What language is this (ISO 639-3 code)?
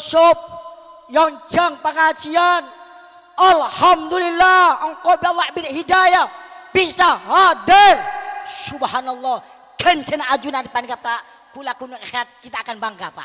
mad